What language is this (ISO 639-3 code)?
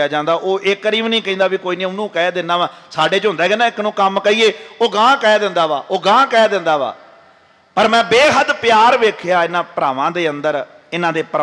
pan